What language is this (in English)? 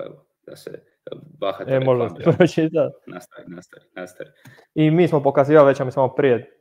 Croatian